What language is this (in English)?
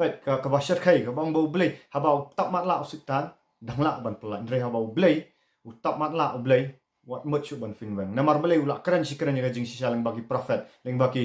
Khasi